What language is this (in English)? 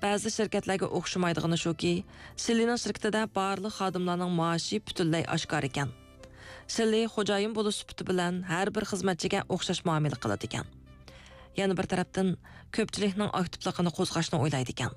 Uyghur